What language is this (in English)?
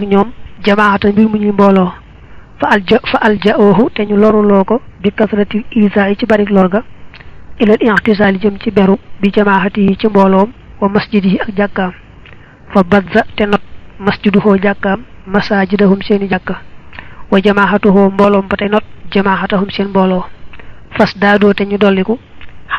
Wolof